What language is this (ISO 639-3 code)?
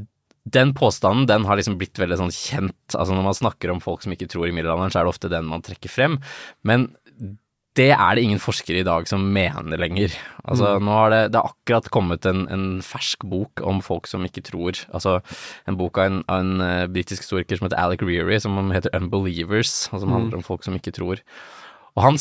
nor